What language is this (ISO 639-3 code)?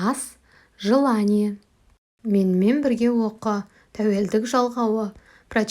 kaz